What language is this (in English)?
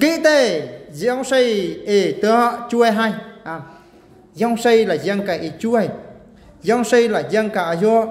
Eastern Bru